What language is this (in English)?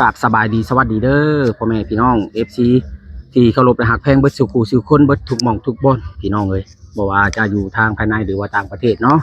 Lao